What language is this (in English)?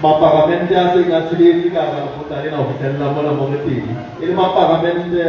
Southern Sotho